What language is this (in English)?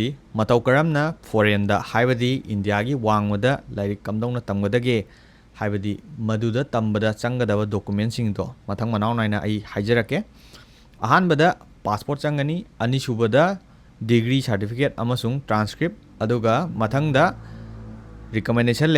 Manipuri